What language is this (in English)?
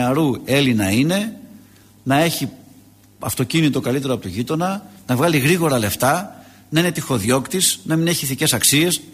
Greek